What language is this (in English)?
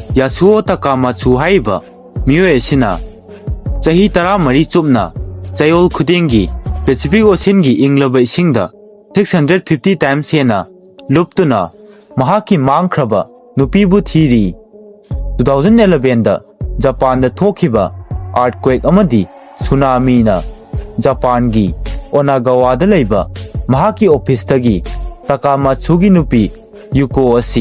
Manipuri